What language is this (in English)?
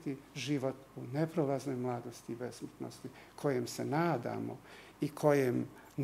Bosnian